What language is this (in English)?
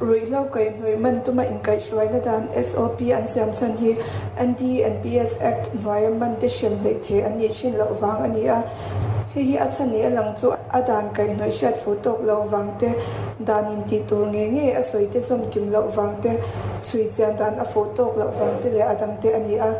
Mizo